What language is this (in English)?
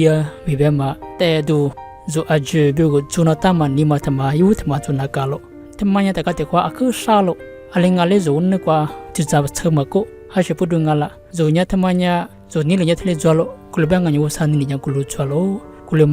Lisu